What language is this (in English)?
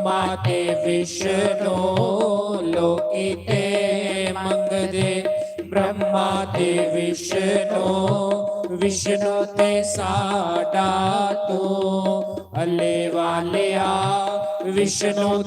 Dogri